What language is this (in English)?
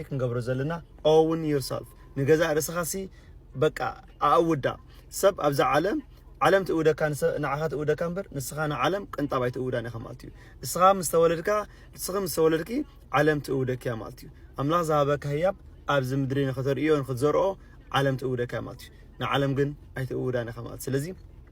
Tigrinya